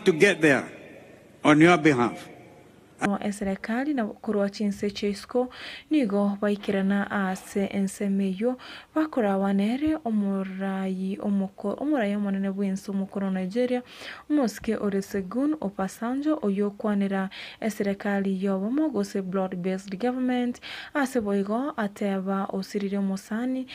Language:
Gusii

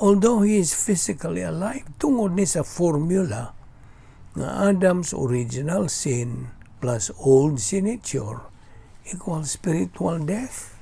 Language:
Cebuano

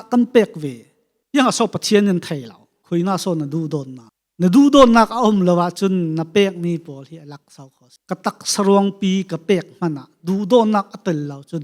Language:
Falam Chin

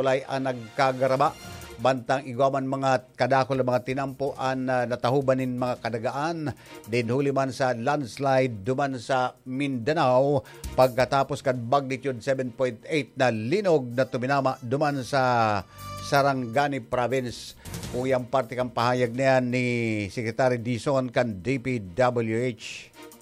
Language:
Bikol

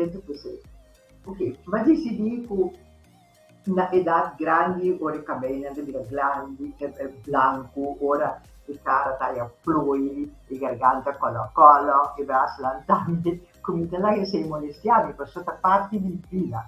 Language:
Papiamento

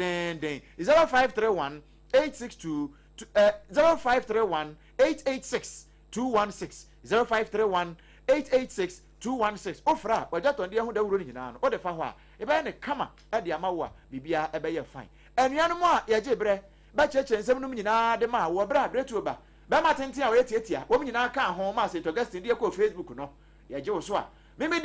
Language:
Akan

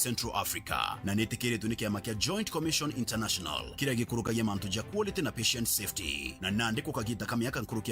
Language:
Meru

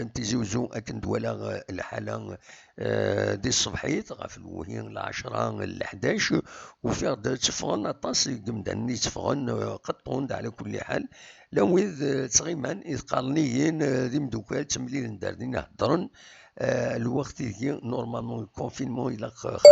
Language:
Kabyle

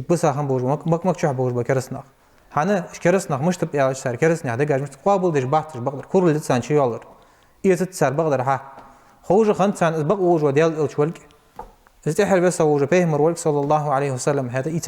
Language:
Ingush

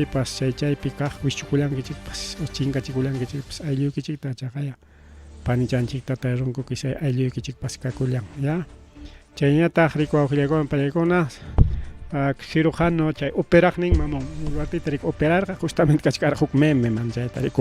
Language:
Ayacucho Quechua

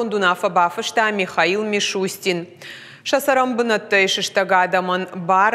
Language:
Ossetic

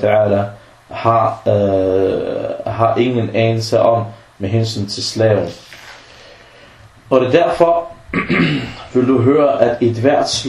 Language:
Danish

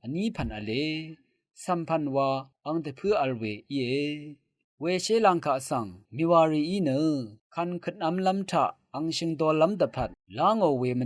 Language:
Rawang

